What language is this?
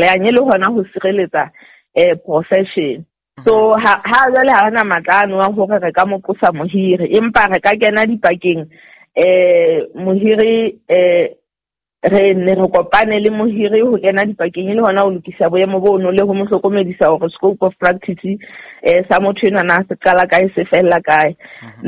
Southern Sotho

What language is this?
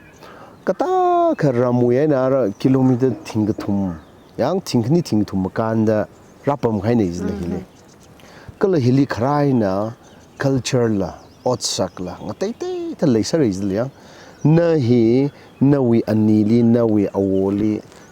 Tangkhul Naga (India)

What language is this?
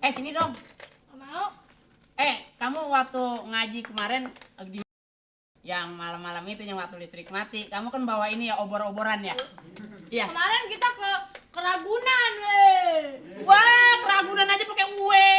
Betawi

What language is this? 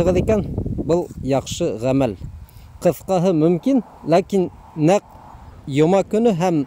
Bashkir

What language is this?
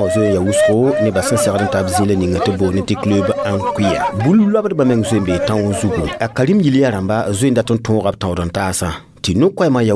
Mossi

